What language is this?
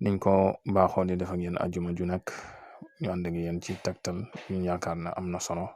Wolof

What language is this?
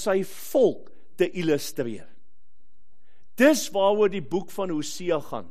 Afrikaans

